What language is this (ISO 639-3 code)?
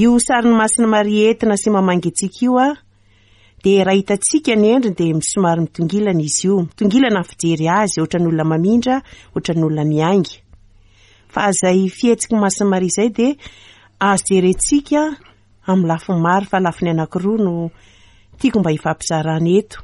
mlg